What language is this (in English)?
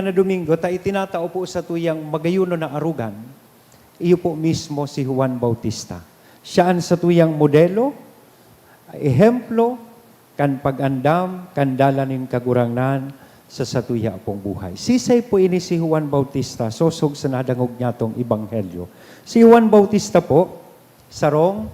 Bikol